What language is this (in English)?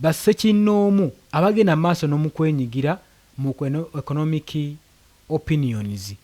Ganda